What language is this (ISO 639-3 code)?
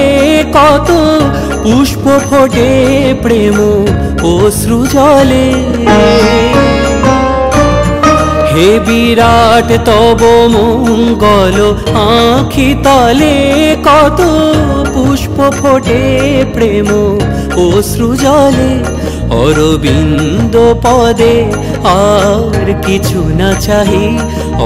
ben